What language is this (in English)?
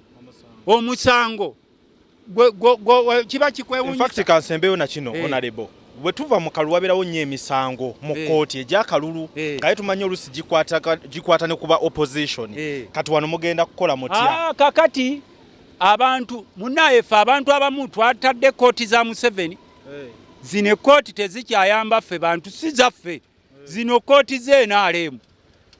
Ganda